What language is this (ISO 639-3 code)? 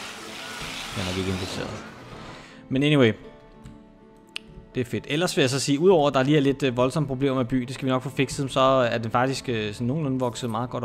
dan